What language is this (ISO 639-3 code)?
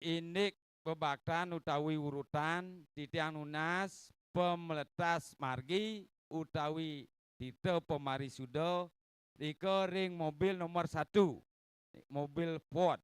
ban